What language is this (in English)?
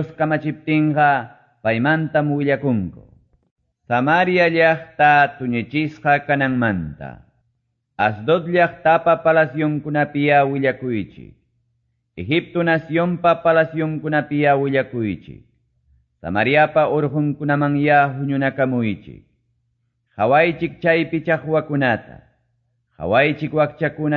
Quechua